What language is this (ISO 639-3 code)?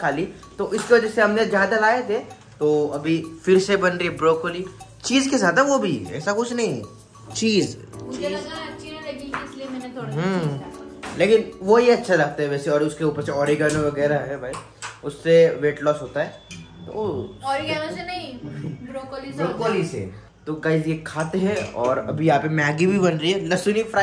hin